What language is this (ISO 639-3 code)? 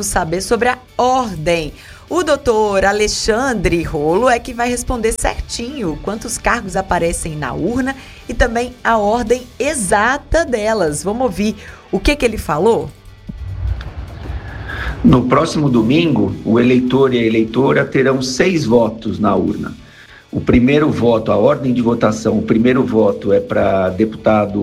por